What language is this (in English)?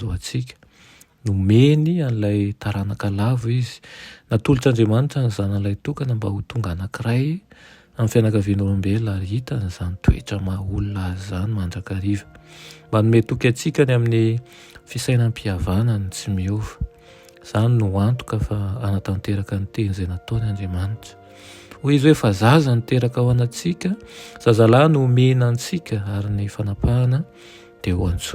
Malagasy